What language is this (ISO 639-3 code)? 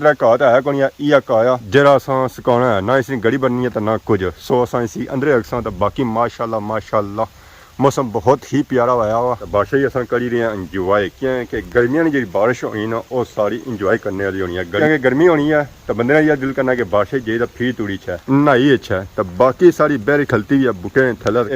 phr